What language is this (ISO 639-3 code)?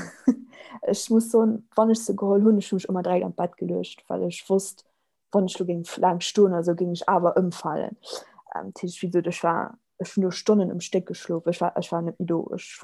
ltz